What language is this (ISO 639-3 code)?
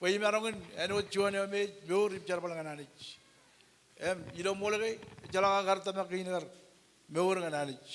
mah